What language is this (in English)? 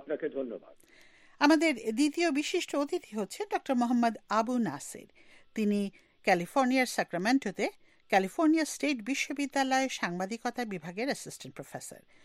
Bangla